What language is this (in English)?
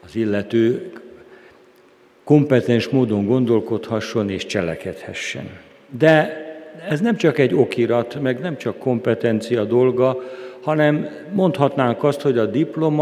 Hungarian